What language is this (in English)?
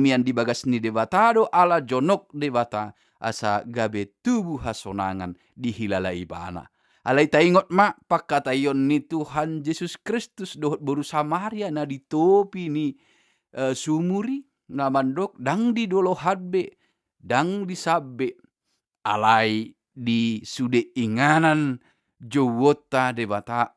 Batak Toba